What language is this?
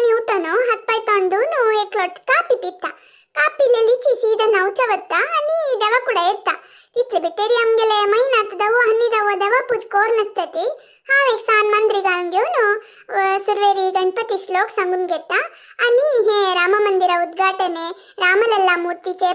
Konkani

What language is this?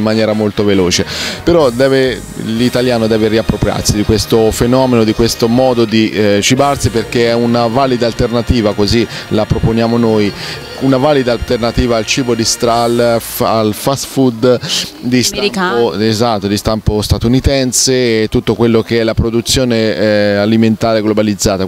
Italian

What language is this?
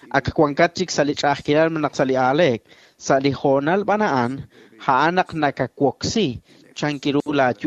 Kekchí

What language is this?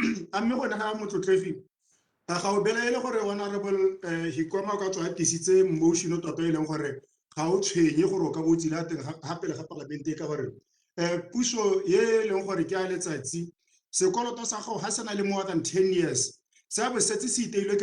Tswana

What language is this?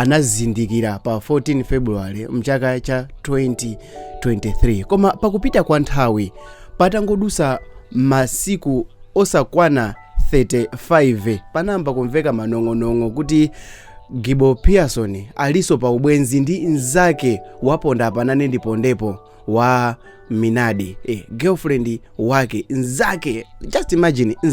Nyanja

